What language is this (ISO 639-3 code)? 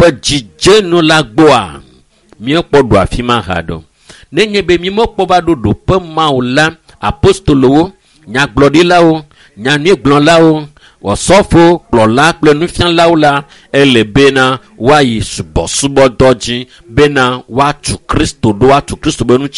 ewe